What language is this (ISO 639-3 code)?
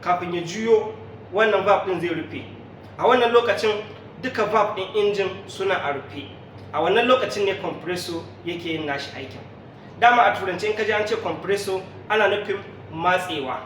hau